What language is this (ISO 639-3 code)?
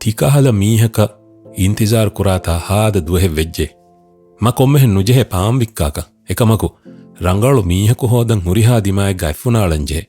div